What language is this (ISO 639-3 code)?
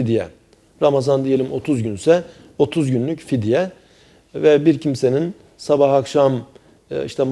tur